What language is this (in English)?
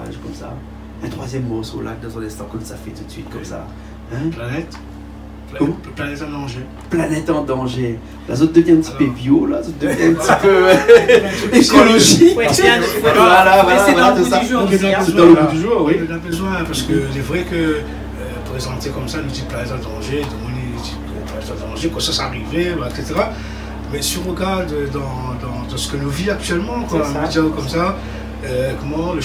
Réunion Creole French